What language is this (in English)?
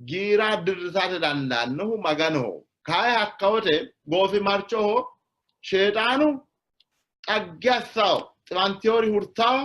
Sidamo